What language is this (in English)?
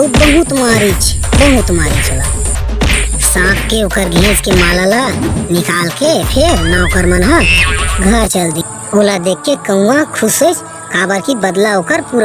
Chhattisgarhi